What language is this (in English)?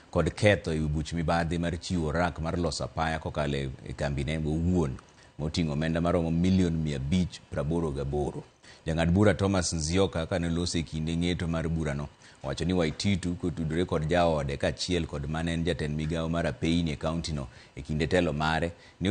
Luo (Kenya and Tanzania)